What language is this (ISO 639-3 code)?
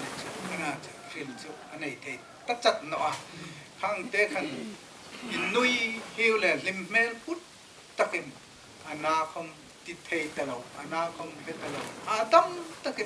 hmr